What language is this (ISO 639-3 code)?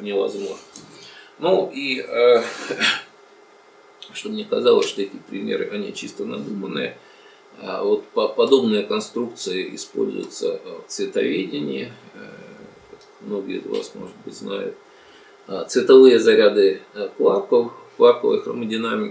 rus